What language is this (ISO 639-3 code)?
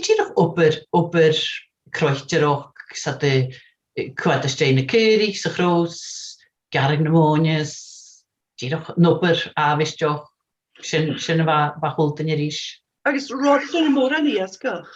gla